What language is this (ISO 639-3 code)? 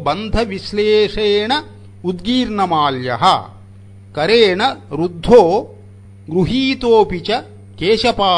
san